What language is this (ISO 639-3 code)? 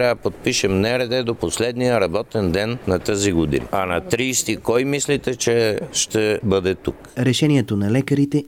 bul